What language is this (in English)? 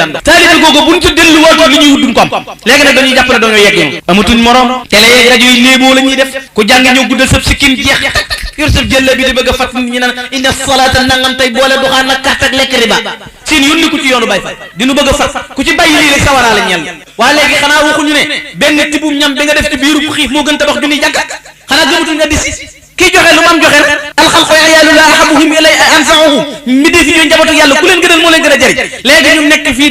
Wolof